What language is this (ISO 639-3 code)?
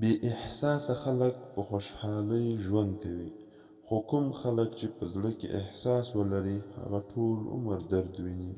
pus